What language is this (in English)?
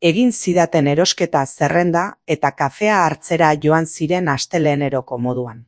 Basque